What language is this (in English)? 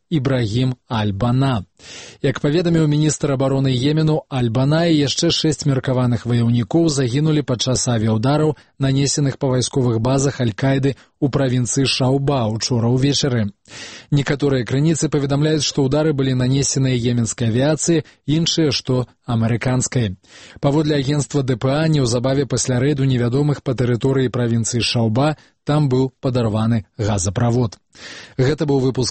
Belarusian